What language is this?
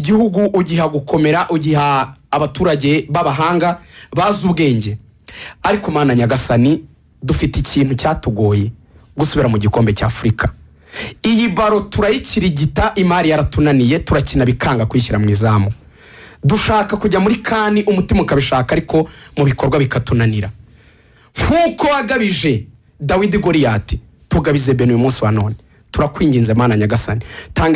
Kinyarwanda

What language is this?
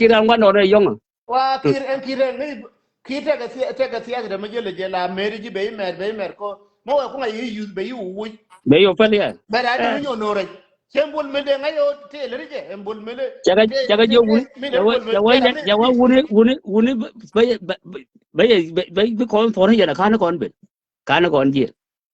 Nuer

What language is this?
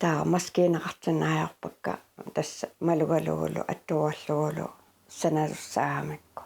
Kalaallisut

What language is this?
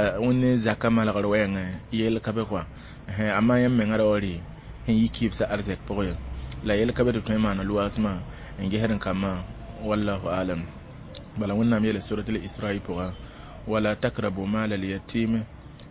Mossi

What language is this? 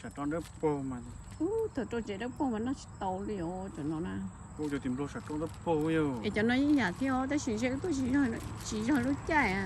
Hmong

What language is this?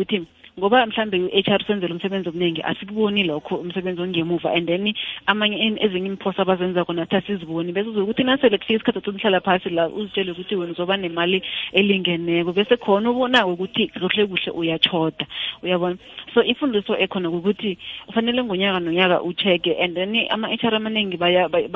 South Ndebele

